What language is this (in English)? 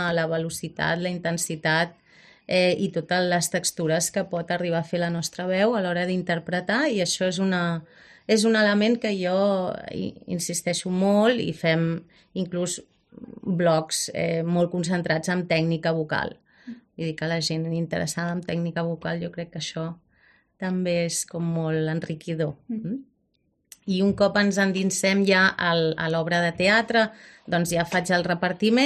Catalan